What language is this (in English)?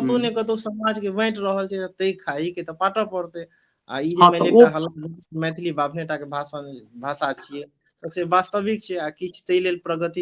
Maithili